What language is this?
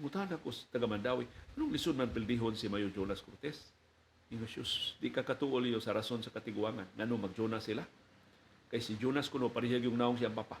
Cebuano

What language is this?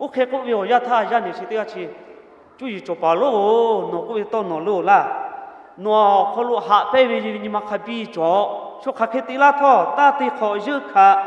Lahu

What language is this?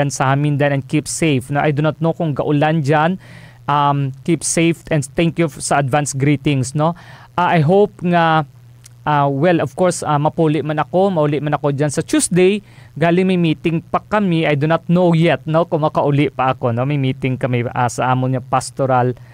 Hiligaynon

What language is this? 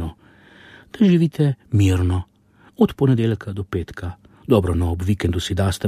Slovenian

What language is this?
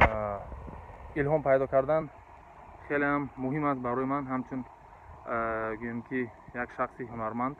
Tajik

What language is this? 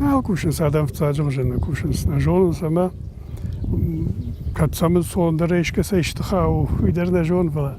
Ossetic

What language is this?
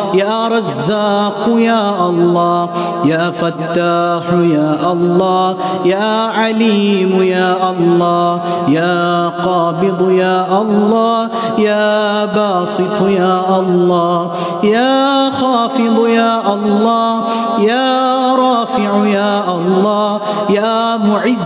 Malayalam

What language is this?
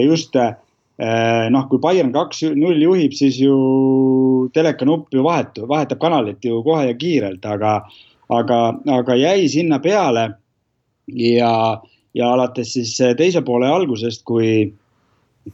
Estonian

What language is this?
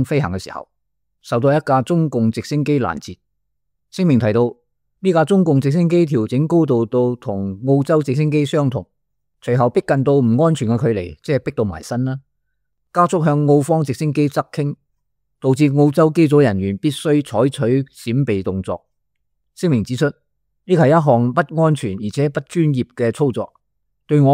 Cantonese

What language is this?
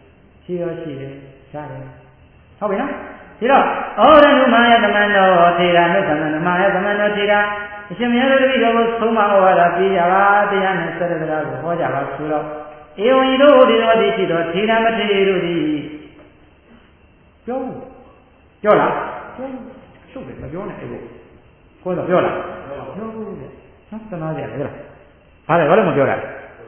Burmese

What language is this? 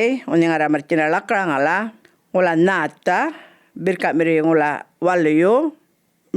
Djambarrpuyngu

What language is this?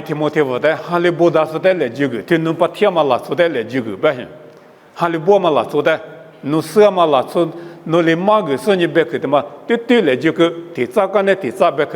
Lisu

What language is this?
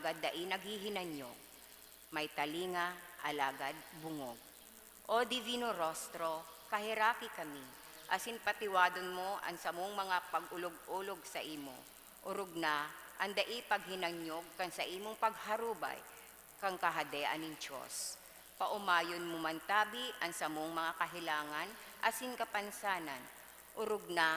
Bikol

